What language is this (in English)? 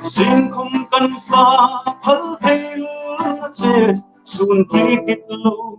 Hmar